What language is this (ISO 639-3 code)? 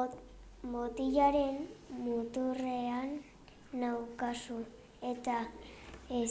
eus